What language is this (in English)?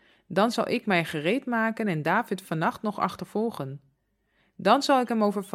Dutch